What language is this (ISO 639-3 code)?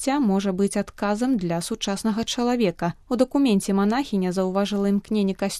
bel